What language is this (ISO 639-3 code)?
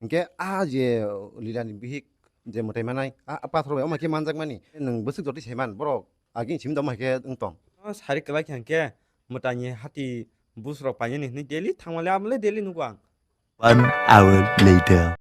trp